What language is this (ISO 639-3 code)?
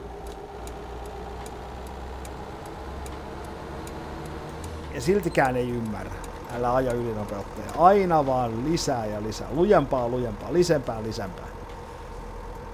fin